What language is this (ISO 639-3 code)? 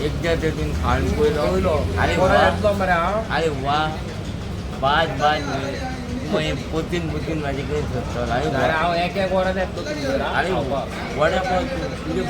kok